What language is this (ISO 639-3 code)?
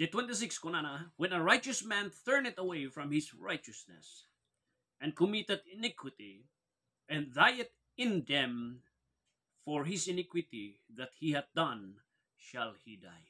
ilo